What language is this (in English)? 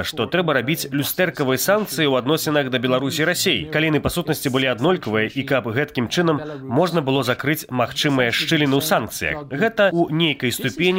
Belarusian